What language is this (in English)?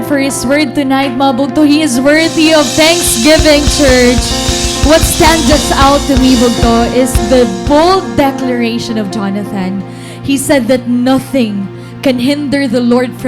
Waray